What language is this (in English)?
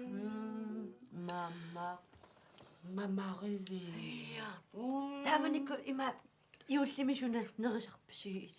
Kalaallisut